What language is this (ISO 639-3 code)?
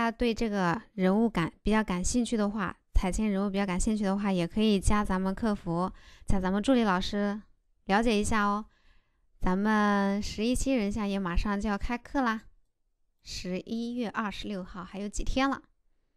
zho